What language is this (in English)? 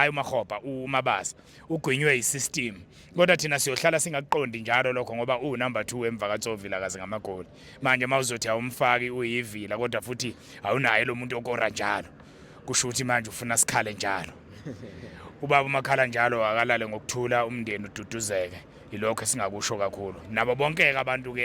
Zulu